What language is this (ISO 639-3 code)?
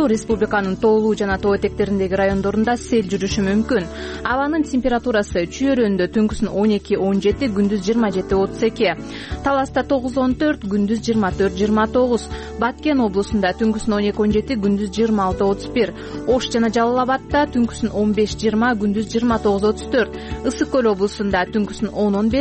kir